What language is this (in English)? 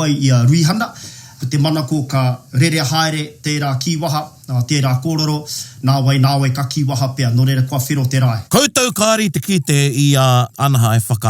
Māori